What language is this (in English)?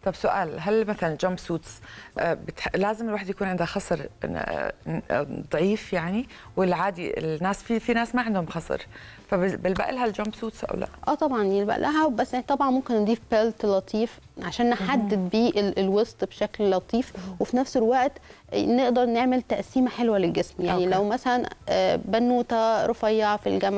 Egyptian Arabic